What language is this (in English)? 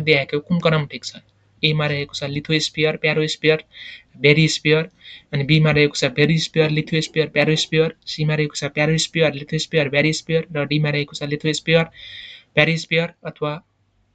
Nepali